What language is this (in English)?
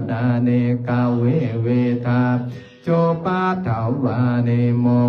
Pali